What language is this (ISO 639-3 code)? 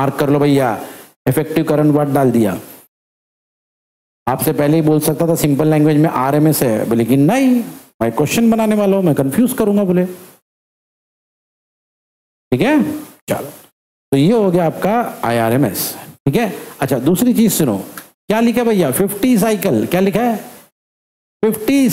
hin